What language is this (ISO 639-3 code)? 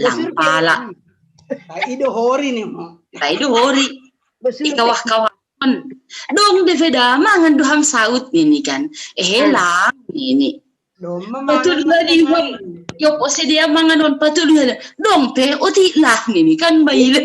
bts